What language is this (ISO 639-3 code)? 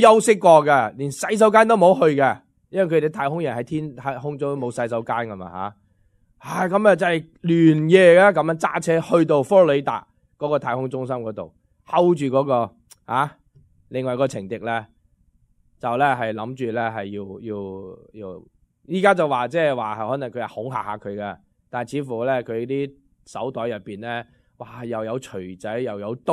yue